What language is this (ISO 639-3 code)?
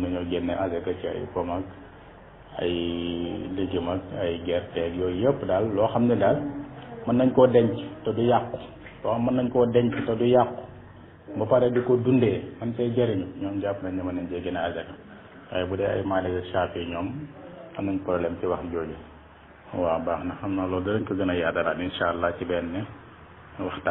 wol